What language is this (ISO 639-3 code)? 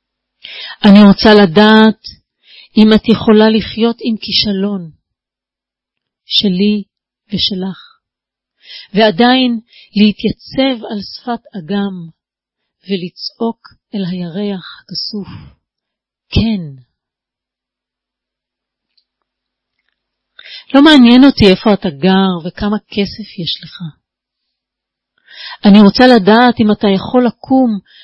heb